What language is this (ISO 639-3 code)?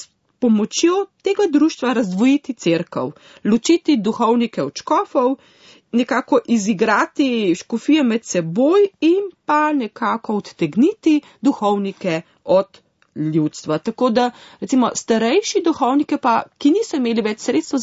slv